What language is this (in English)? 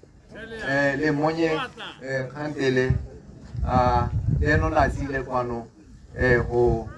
Tswana